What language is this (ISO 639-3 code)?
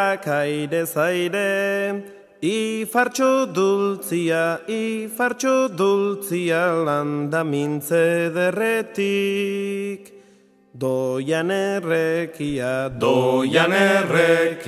eus